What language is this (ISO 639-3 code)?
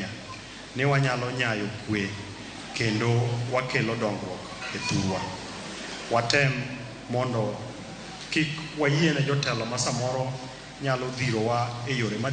luo